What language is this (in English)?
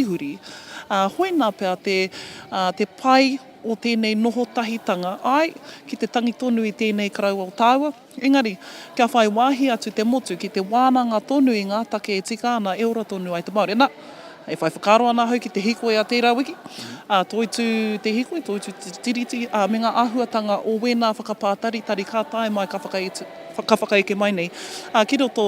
Māori